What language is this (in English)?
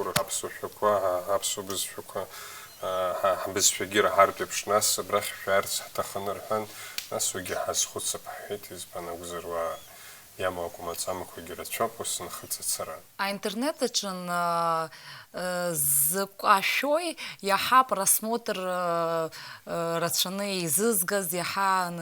Abkhazian